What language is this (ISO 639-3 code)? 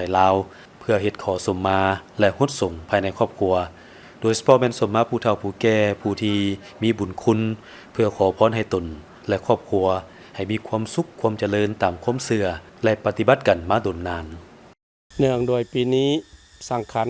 lao